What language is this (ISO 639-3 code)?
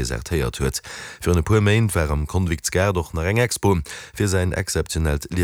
ltz